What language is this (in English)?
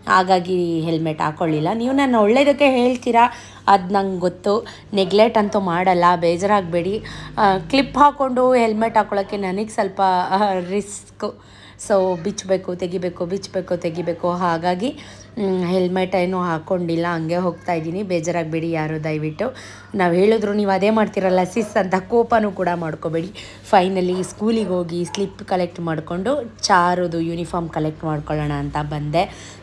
Kannada